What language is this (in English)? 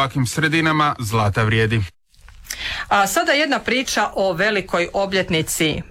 Croatian